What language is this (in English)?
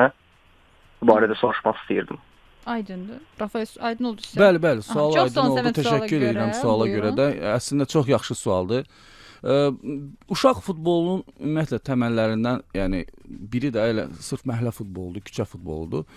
Azerbaijani